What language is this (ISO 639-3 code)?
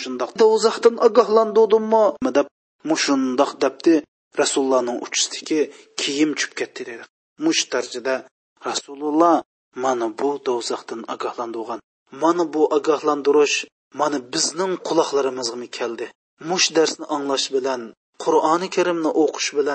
uig